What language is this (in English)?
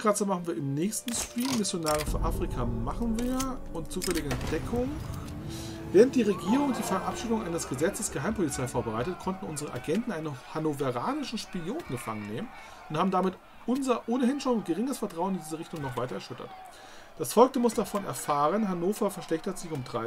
German